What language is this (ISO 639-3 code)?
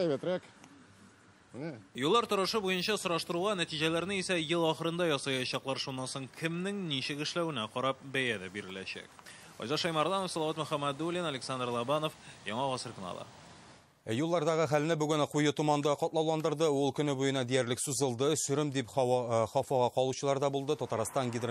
tat